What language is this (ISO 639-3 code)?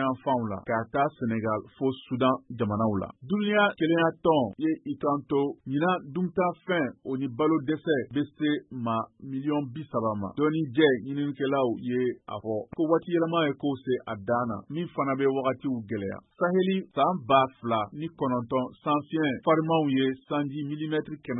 bam